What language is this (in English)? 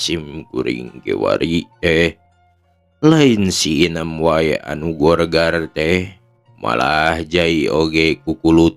Sundanese